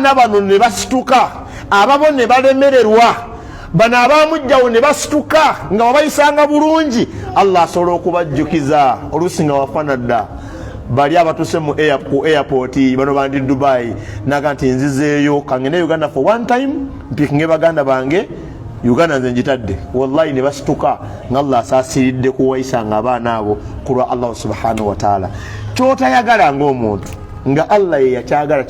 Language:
Ganda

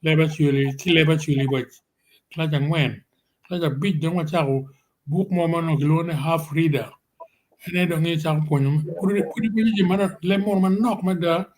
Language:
Acoli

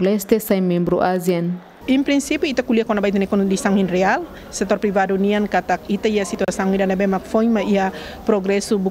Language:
Tetum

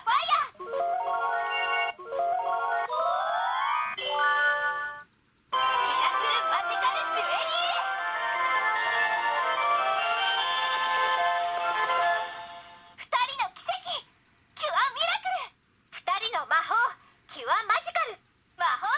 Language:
Japanese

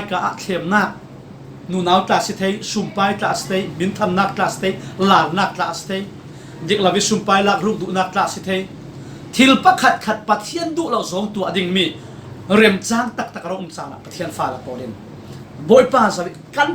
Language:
Falam Chin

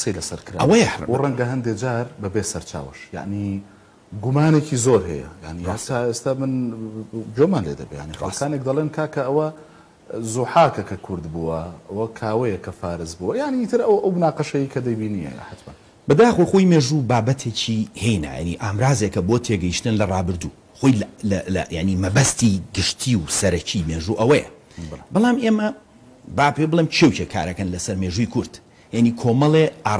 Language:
Central Kurdish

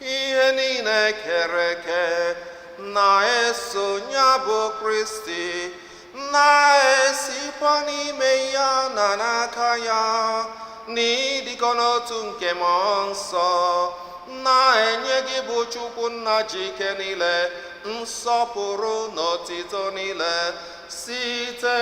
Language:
Igbo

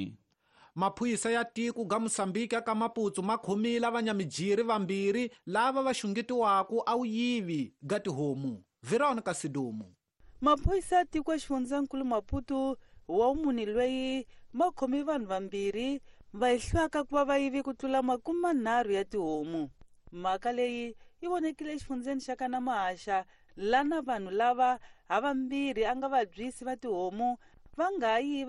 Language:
Tsonga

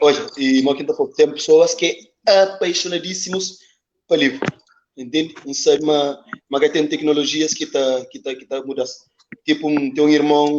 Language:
Kabuverdianu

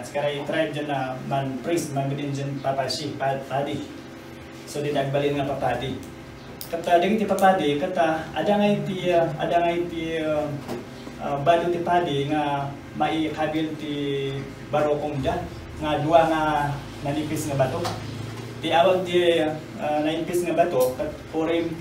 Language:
Iloko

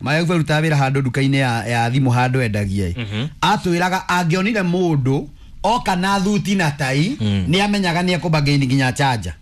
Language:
Kikuyu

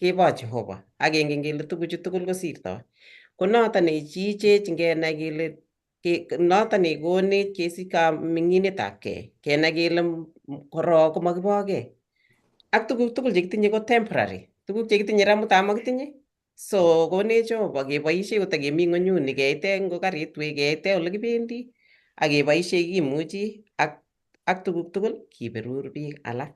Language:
Kalenjin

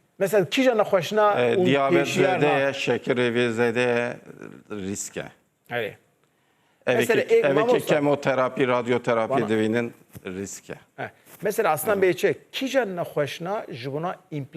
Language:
Kurdish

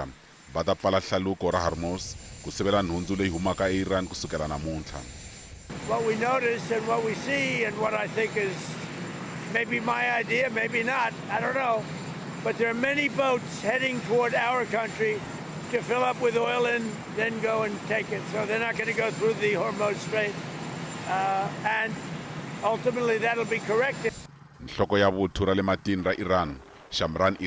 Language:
Tsonga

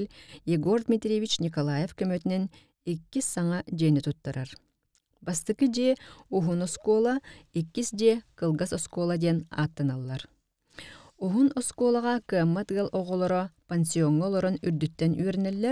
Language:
Yakut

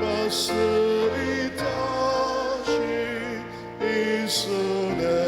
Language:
Ao Naga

